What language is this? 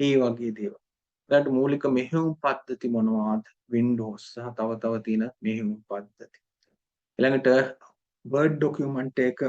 Sinhala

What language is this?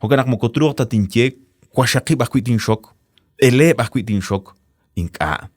Kekchí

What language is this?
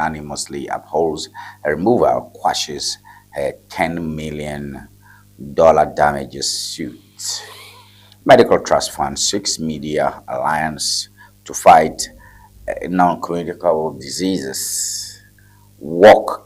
Ewe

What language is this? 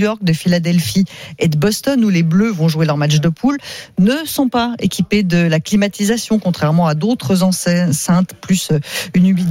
French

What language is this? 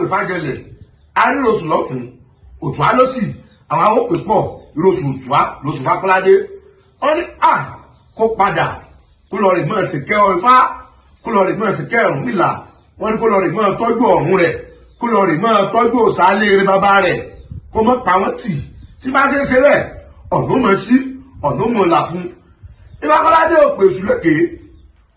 Yoruba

